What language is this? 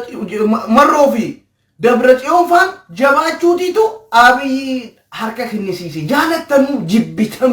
Oromo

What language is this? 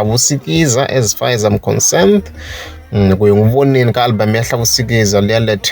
Tsonga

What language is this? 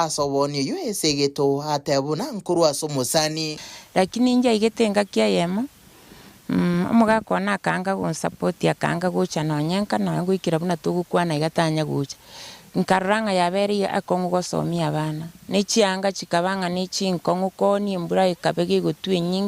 Gusii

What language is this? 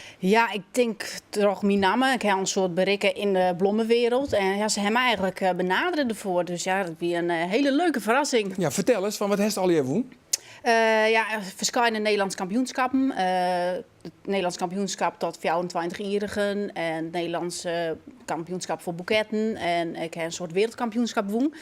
Western Frisian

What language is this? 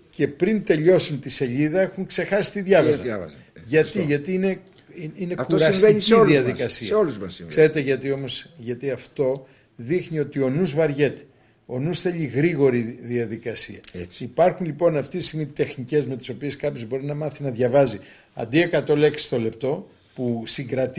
Greek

